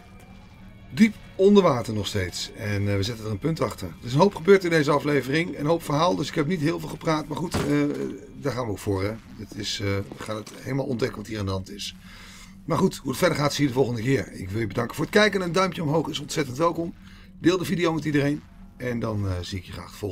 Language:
Dutch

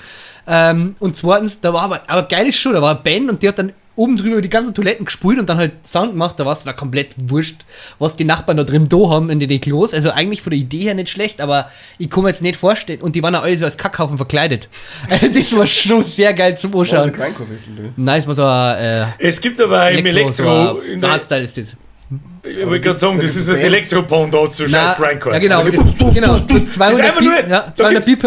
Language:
Bavarian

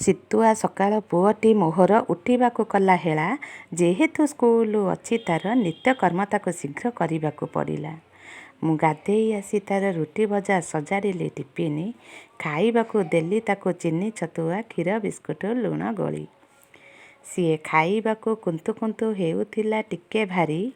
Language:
Odia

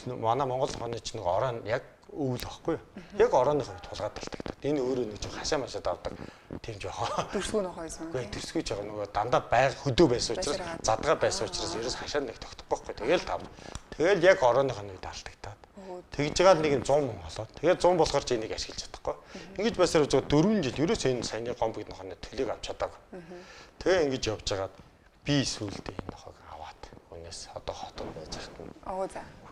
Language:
Mongolian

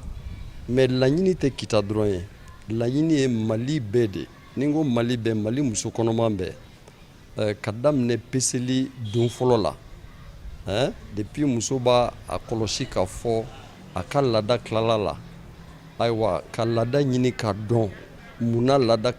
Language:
Bambara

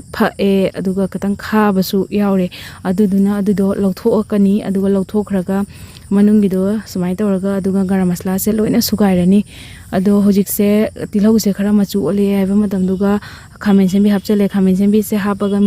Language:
Manipuri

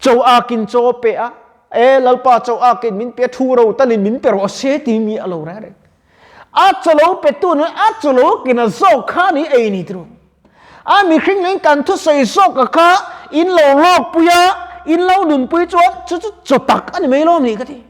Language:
Mizo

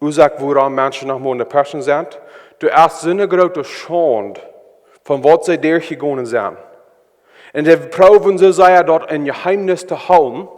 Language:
Plautdietsch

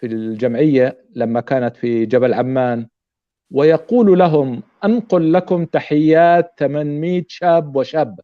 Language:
North Levantine Arabic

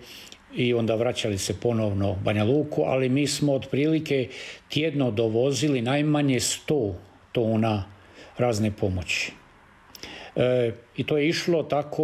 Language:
Croatian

